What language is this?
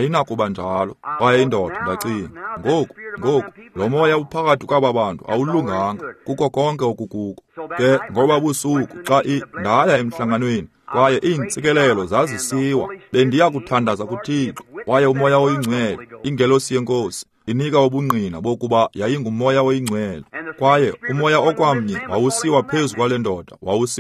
Xhosa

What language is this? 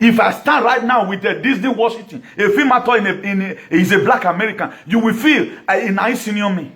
Nigerian Pidgin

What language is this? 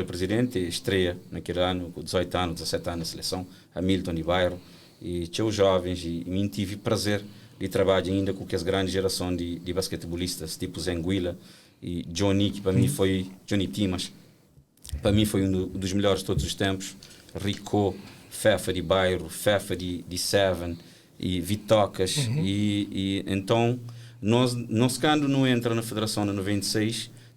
Kabuverdianu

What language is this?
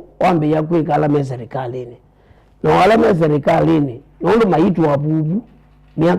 Kamba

